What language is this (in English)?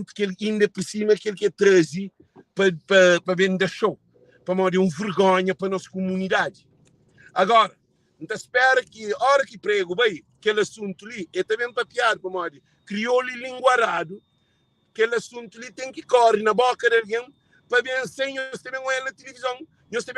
Kabuverdianu